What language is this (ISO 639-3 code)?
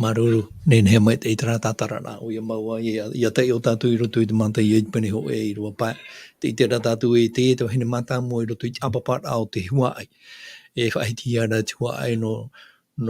tah